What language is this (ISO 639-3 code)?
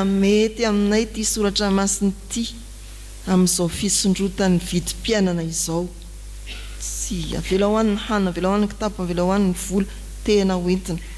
mlg